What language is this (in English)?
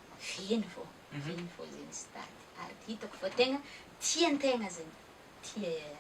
Malagasy